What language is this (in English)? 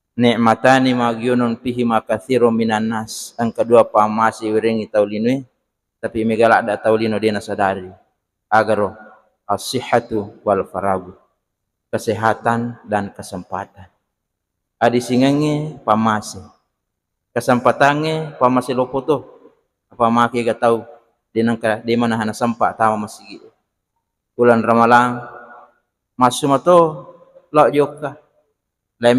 Buginese